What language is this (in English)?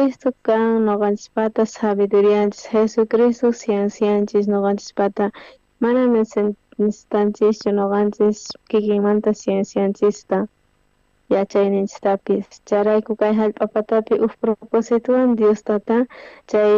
South Bolivian Quechua